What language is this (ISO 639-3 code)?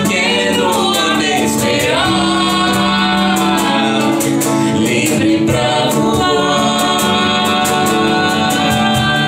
por